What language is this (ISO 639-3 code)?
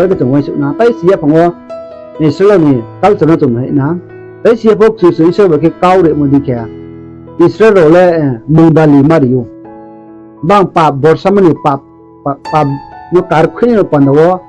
ria